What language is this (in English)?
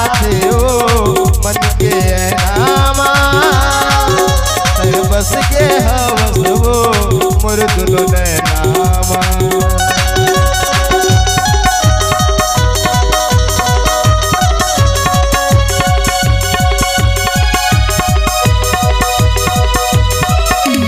Chhattisgarhi